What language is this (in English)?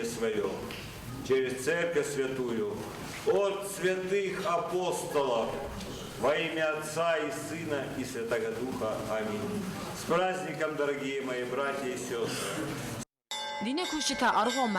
Ossetic